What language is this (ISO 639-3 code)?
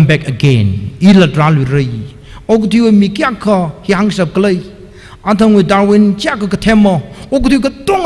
nmf